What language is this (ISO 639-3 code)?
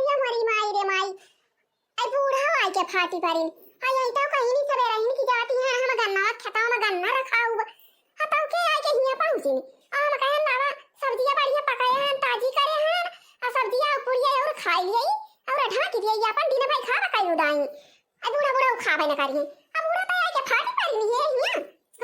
awa